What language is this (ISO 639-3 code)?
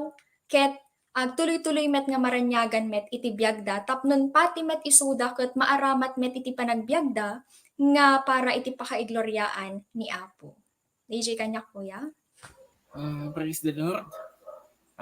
ilo